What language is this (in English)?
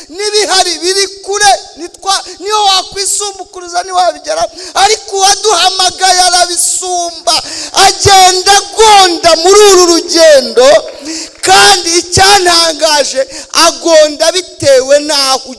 Kinyarwanda